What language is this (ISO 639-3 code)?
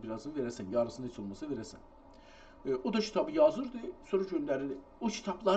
azb